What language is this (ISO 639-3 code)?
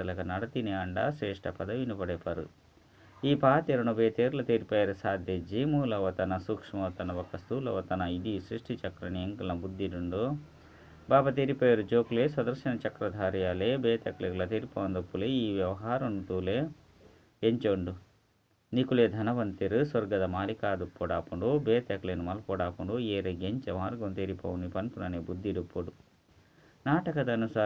tcy